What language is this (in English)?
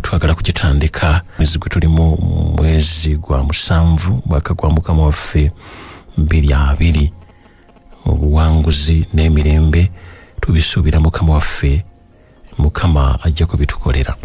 Ganda